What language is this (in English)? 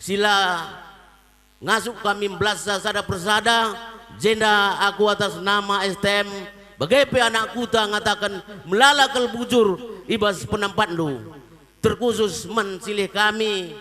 Batak Karo